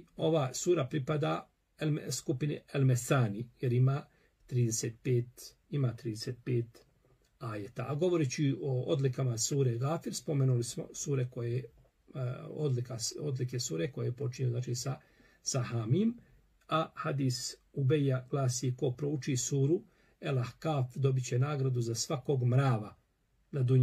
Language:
Bosnian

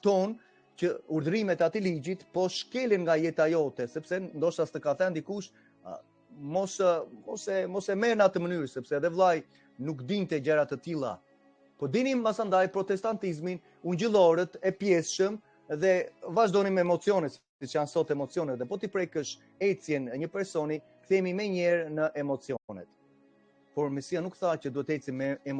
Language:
Albanian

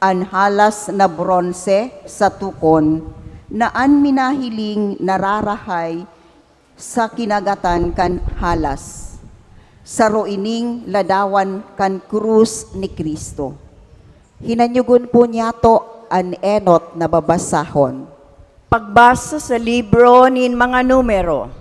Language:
Bikol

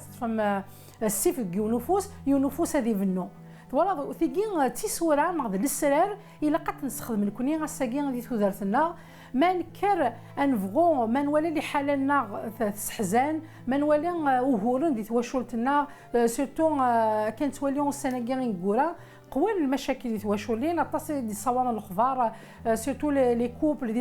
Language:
Kabyle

